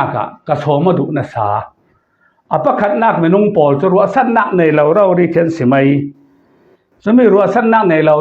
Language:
Falam Chin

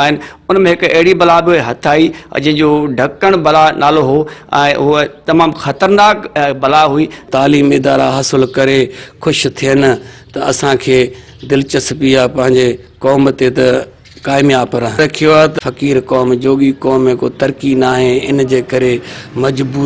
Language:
Sindhi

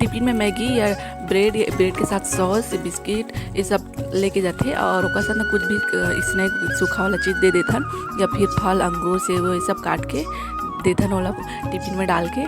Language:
Chhattisgarhi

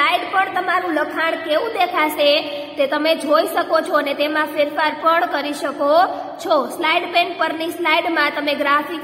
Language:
Gujarati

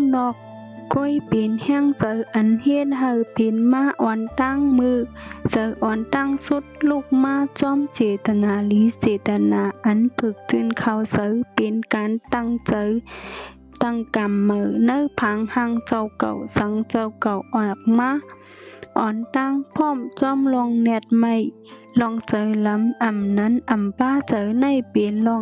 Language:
Shan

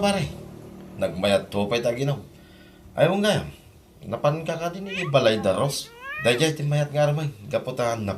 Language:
Iloko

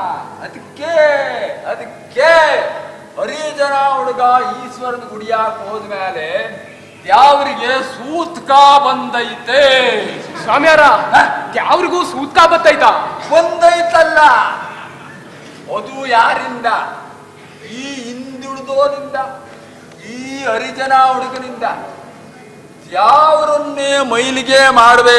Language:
Kannada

